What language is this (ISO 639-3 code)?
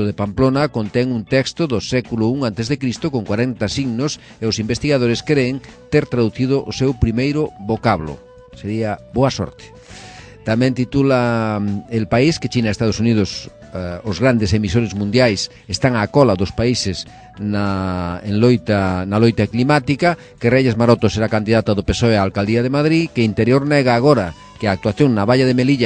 glg